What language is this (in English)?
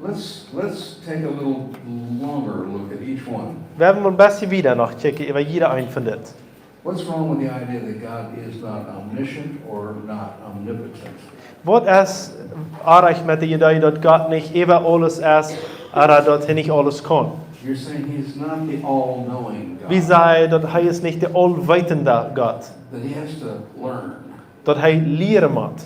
Plautdietsch